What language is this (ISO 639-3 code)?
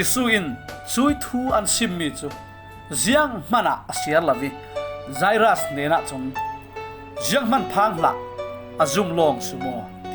cfm